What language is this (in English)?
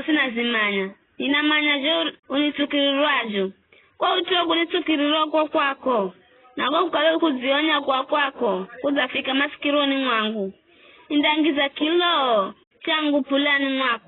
Giryama